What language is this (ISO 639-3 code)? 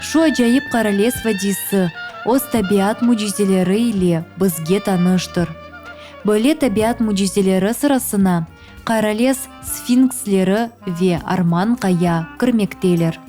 crh